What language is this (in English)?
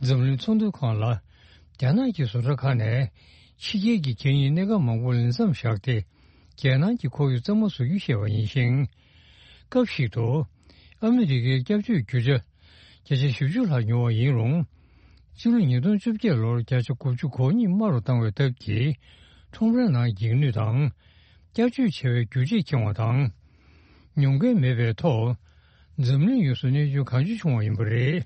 Tibetan